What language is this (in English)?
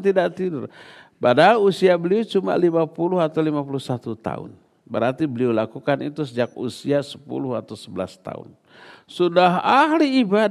Indonesian